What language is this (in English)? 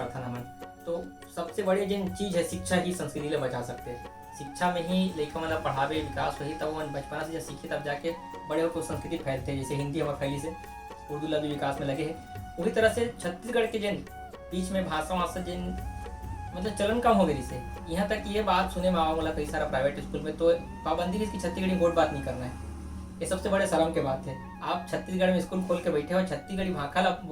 Chhattisgarhi